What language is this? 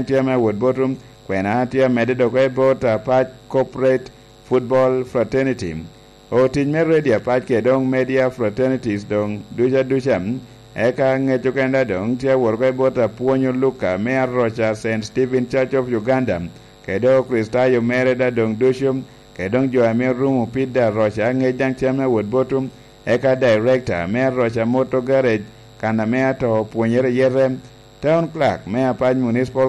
Lango (Uganda)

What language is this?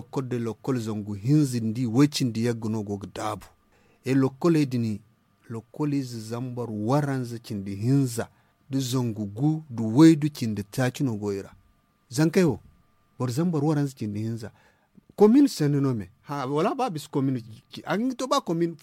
Zarma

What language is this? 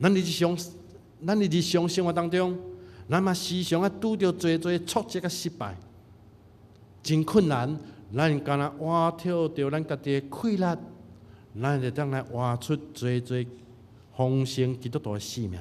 Min Nan Chinese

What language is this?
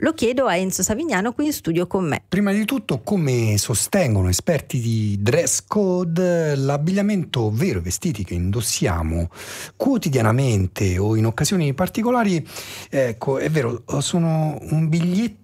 Italian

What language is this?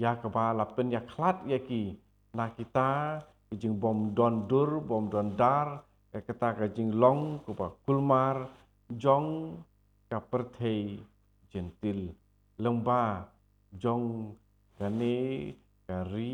Khasi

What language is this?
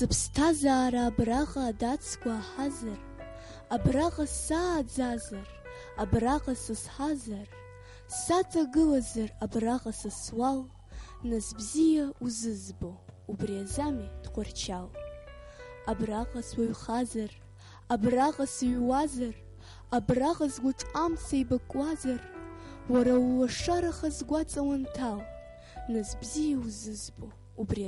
Abkhazian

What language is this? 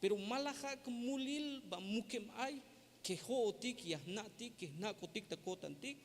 Tzeltal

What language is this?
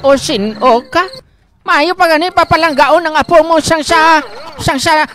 Hiligaynon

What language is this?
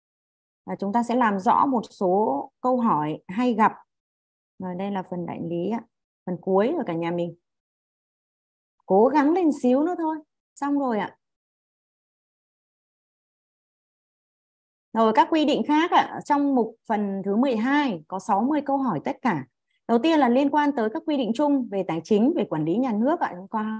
Vietnamese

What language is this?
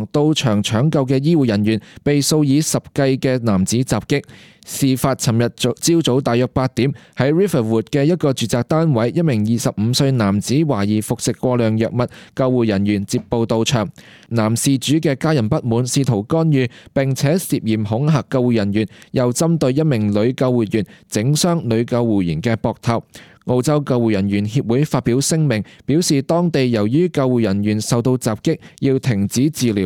Cantonese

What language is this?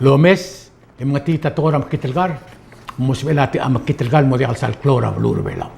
Palauan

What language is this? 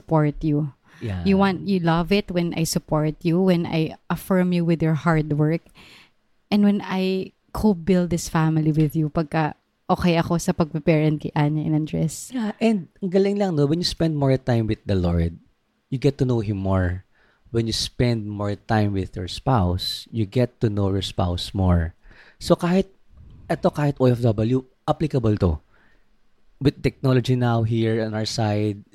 Filipino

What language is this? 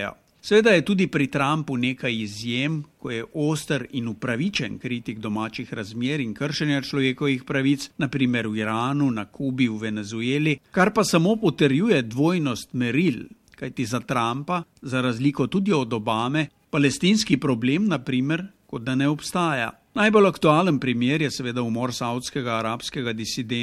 Slovenian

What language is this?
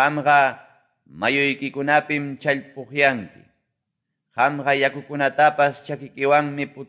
Quechua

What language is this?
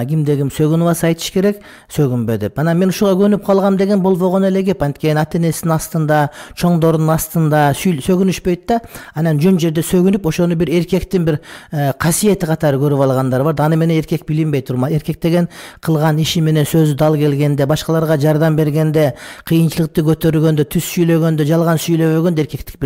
Kyrgyz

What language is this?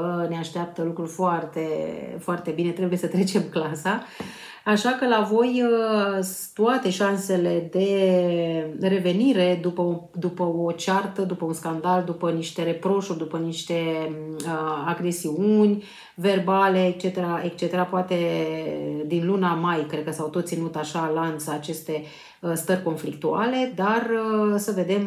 Romanian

